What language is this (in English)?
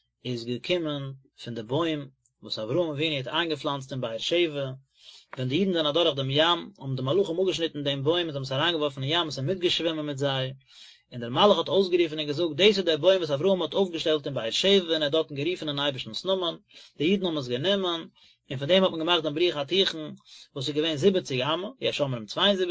Yiddish